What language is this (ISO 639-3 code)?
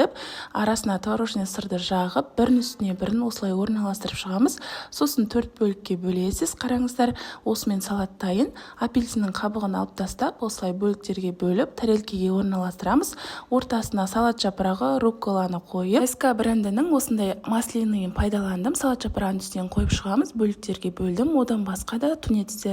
kaz